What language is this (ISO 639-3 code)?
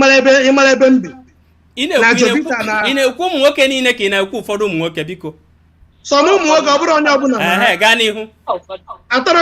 ibo